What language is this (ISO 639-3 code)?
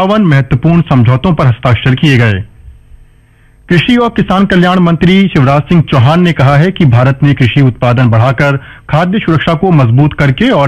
hin